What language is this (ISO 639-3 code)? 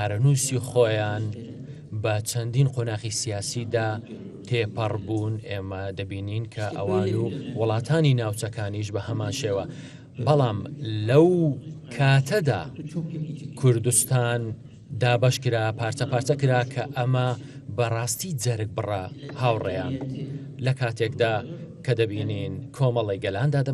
ckb